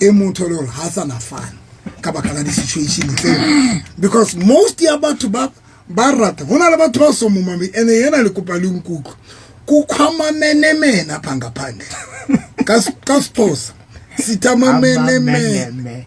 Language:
Southern Sotho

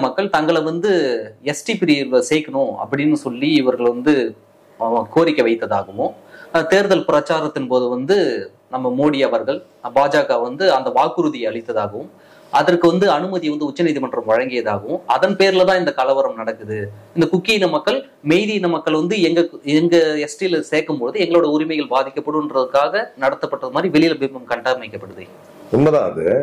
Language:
Tamil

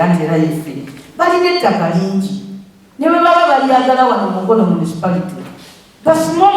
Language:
Ganda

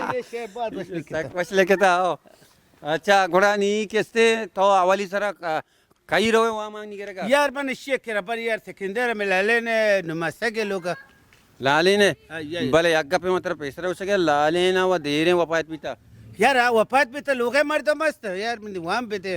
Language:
Baluchi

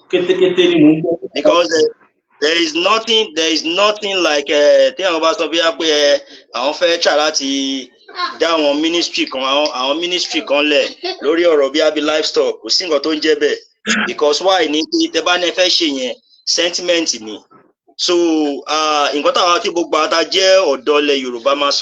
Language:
Yoruba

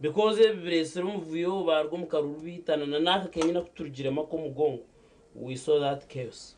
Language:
Nyankole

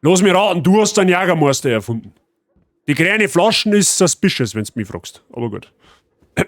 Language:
Bavarian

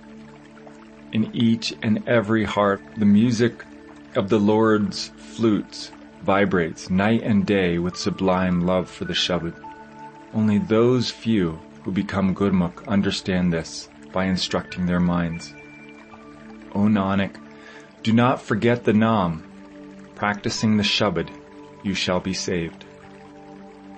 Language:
English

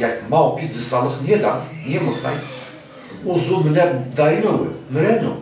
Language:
Zaza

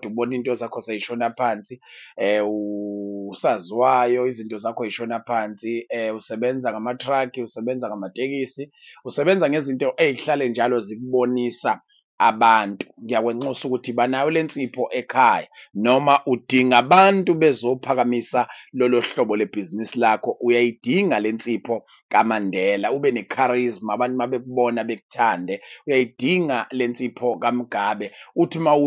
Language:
Zulu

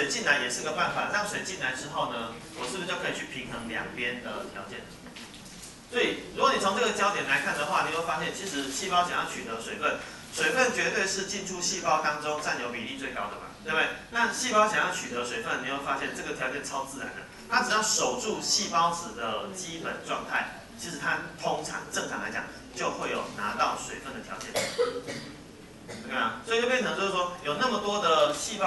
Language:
Chinese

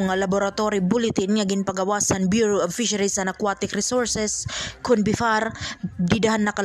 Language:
Waray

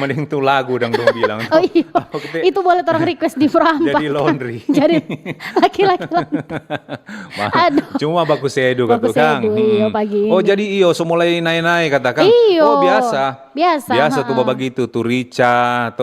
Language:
Manado Malay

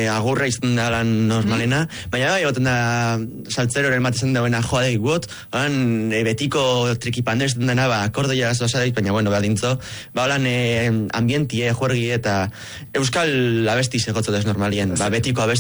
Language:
Basque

